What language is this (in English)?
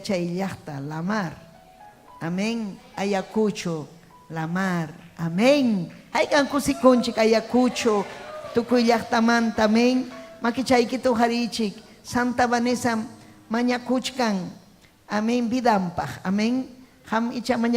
Ayacucho Quechua